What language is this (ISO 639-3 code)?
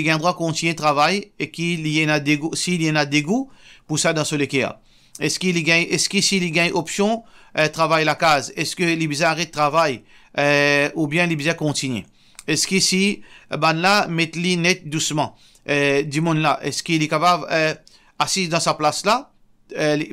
mfe